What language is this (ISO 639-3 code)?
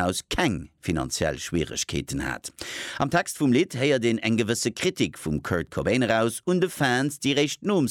ltz